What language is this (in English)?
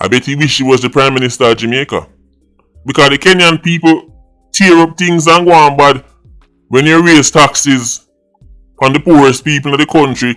Jamaican Creole English